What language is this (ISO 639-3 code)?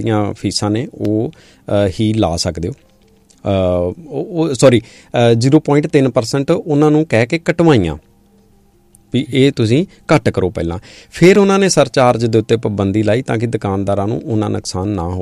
pan